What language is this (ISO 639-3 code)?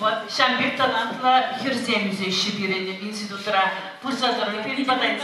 chv